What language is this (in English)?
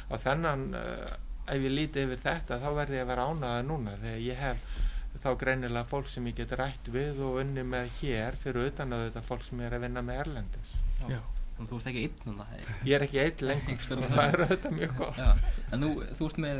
Icelandic